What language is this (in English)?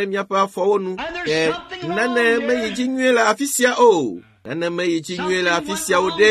Ewe